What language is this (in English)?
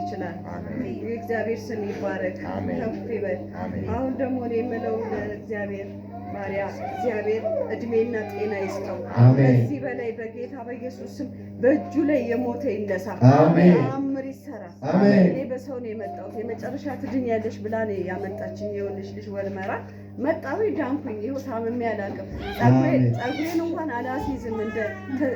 Amharic